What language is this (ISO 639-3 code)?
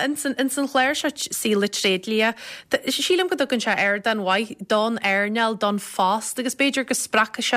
gle